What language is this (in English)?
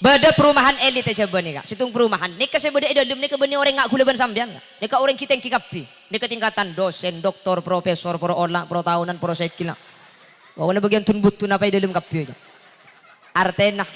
Madurese